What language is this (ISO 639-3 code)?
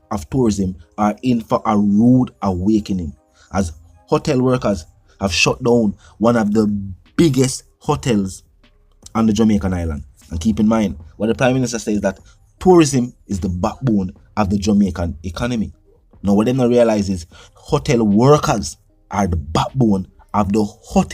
jam